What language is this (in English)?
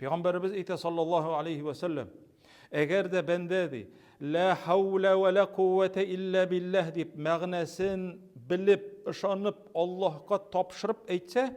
Tatar